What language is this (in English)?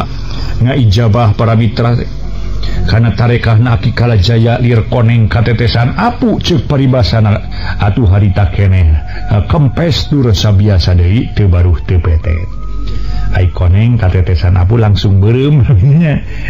Sundanese